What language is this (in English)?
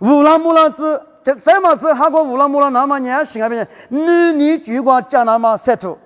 Lisu